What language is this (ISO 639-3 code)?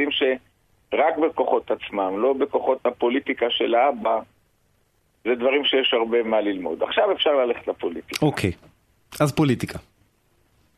heb